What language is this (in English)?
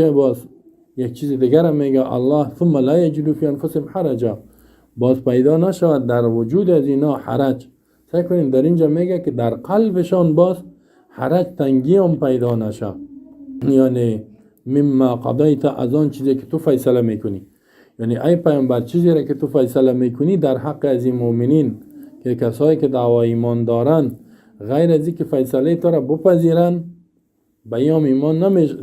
Persian